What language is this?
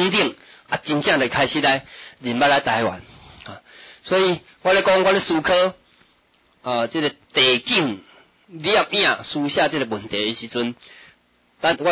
Min Nan Chinese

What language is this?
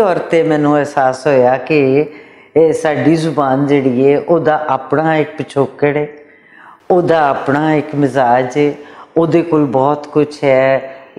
Western Panjabi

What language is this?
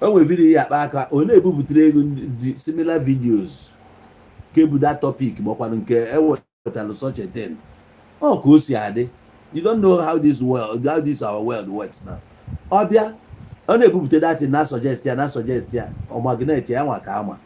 Igbo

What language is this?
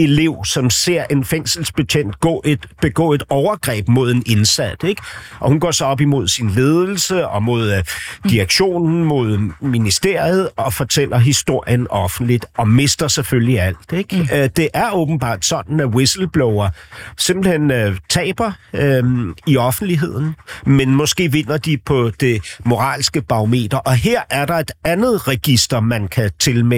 Danish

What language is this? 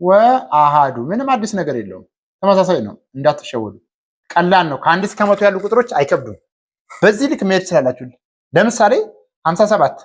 Amharic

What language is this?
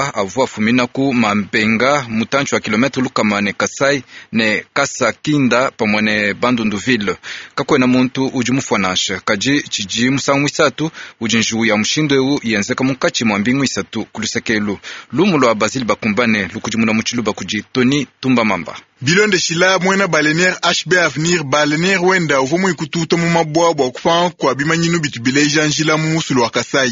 Luba-Lulua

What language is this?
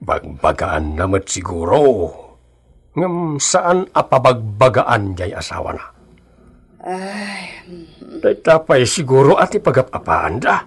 Iloko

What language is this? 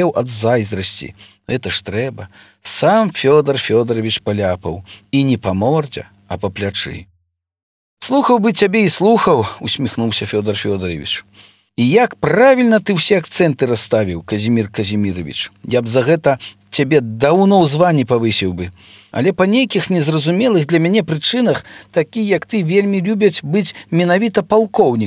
Belarusian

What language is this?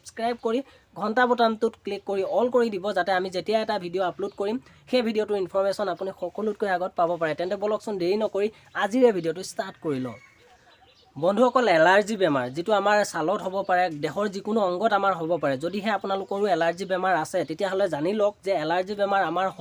Assamese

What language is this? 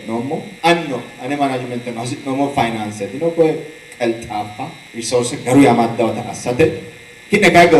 Sidamo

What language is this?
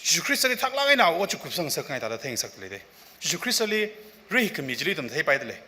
Tangkhul Naga (India)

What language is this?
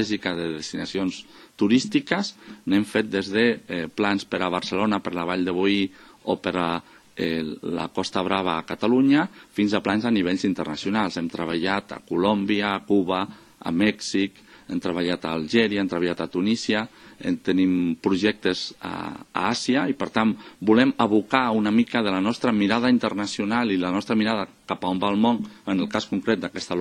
Catalan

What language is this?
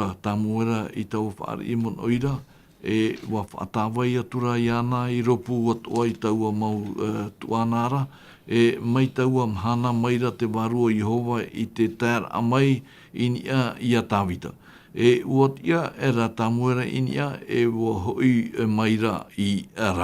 Tahitian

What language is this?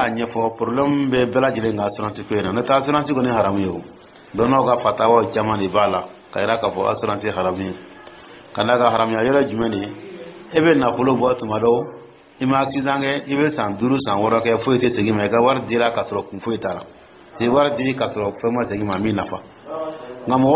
Dyula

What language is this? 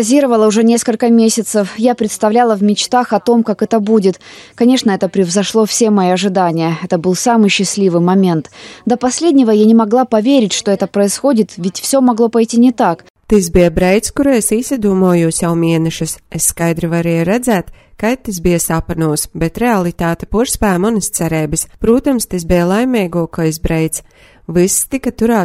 Latvian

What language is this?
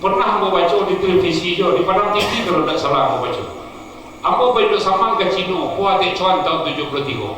Minangkabau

